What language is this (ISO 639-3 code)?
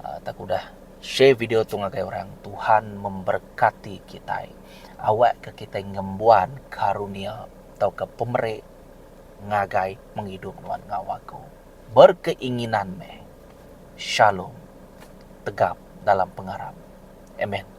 iba